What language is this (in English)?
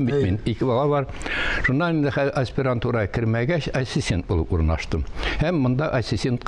Tatar